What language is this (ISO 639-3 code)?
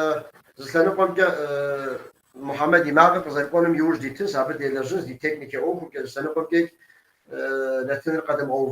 kbd